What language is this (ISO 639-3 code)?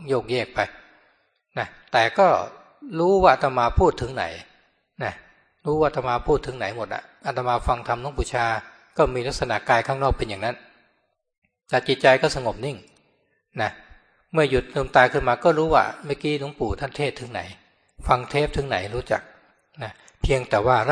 tha